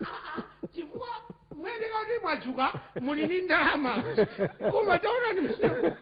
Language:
Nyanja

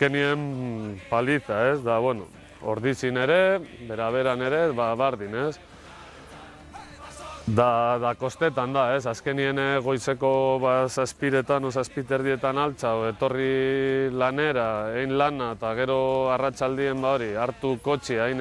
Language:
Basque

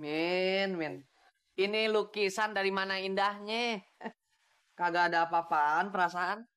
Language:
Betawi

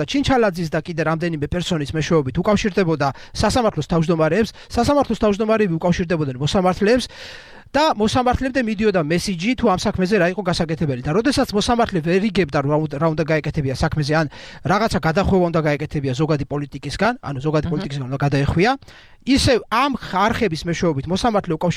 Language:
Georgian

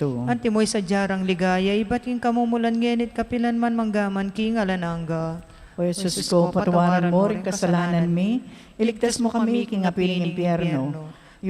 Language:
Pampanga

